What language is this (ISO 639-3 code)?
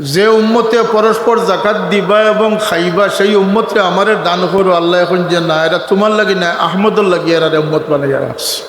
syl